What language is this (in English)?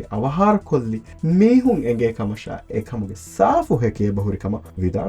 Divehi